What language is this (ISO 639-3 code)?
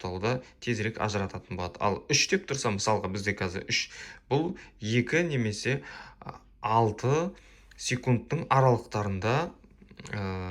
kaz